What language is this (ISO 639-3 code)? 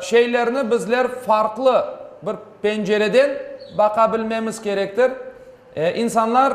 crh